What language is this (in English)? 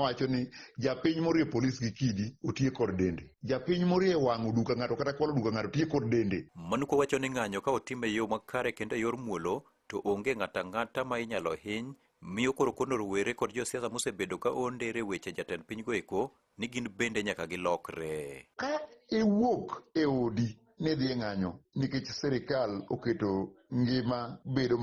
Luo (Kenya and Tanzania)